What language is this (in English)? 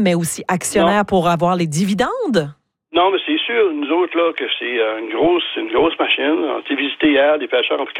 French